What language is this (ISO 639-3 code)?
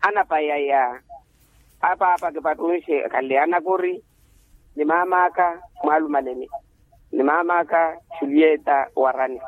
vmw